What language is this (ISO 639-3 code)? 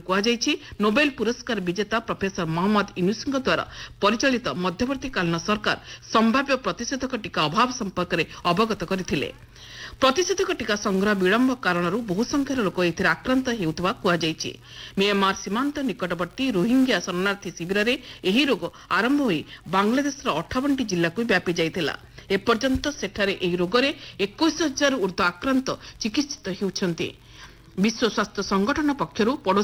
ori